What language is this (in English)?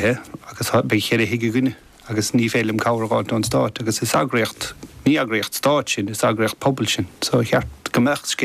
Irish